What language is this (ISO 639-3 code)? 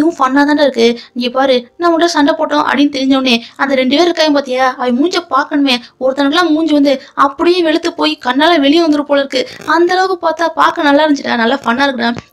tam